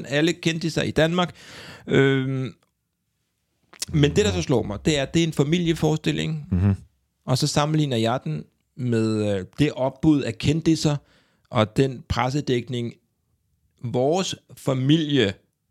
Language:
Danish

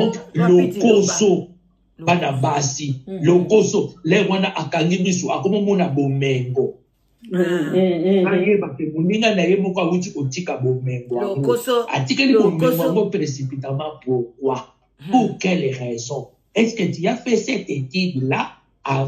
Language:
Lingala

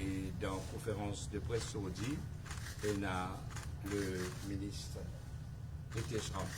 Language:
Morisyen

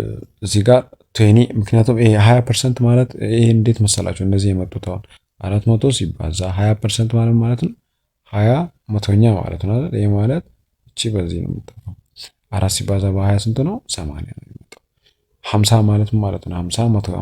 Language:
Amharic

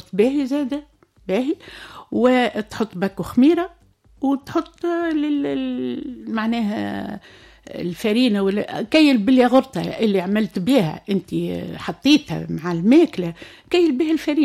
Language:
Tunisian Arabic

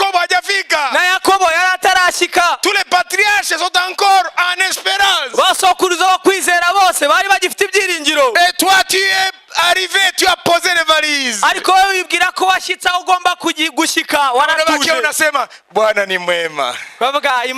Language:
Kinyarwanda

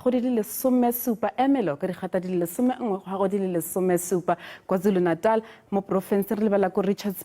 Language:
Tswana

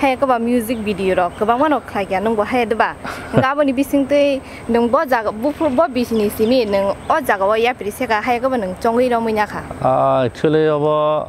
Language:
Kok Borok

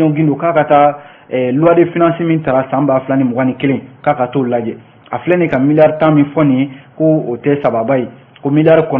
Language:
Bambara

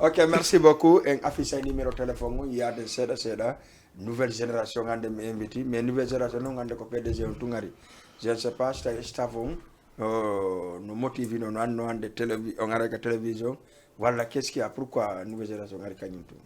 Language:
Fula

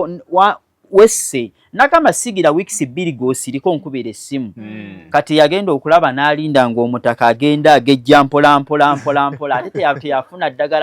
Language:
Ganda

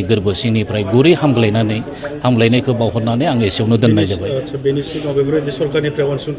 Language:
Bodo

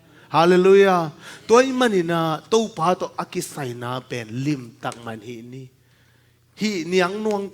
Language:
Tedim Chin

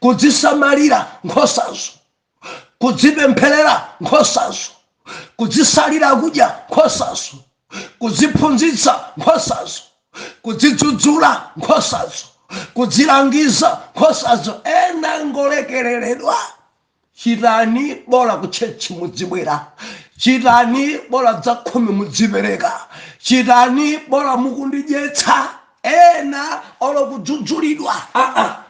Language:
Nyanja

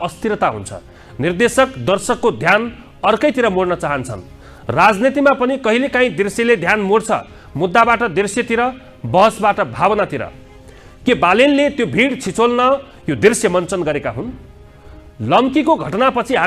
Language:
Nepali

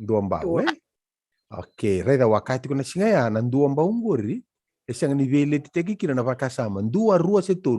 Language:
Fijian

